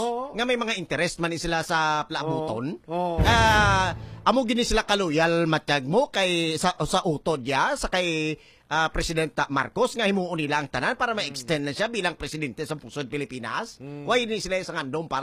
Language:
Hiligaynon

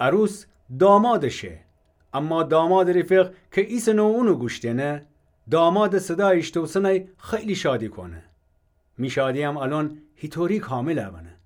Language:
Gilaki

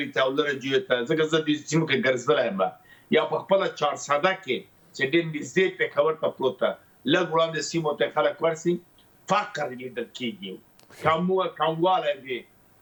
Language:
Pashto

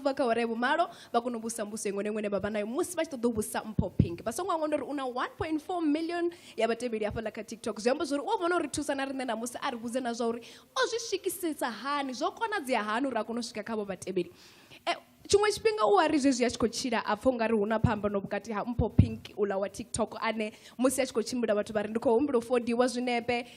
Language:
Venda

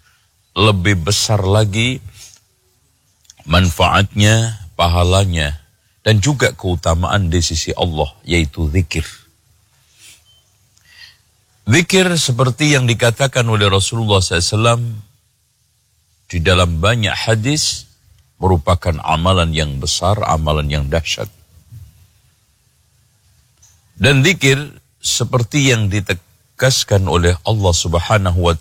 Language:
Indonesian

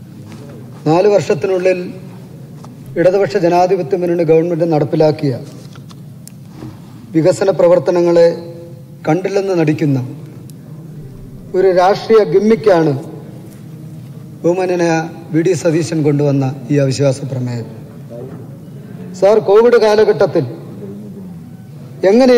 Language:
Malayalam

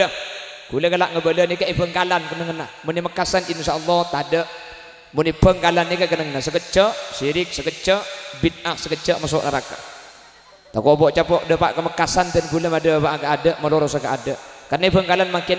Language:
Madurese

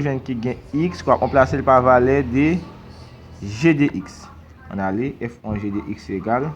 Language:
Haitian Creole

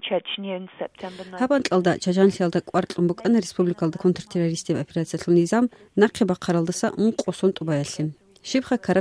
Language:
Avaric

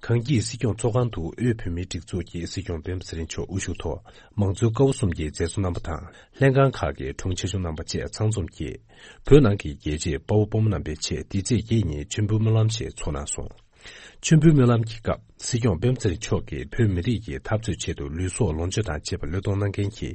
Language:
Tibetan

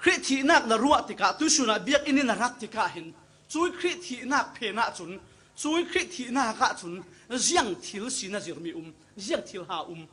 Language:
Falam Chin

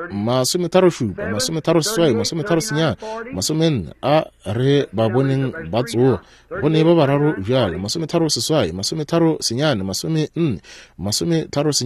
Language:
Northern Sotho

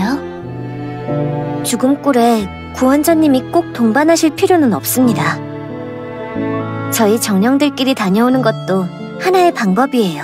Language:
Korean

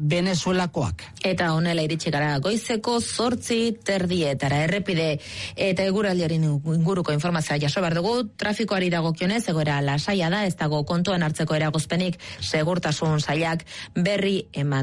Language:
Basque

